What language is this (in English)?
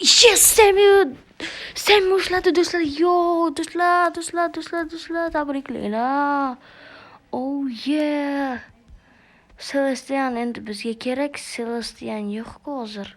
Uzbek